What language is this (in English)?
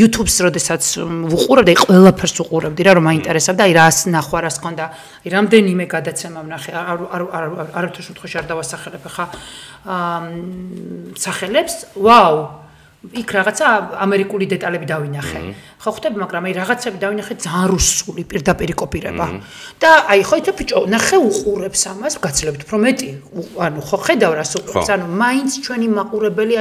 Georgian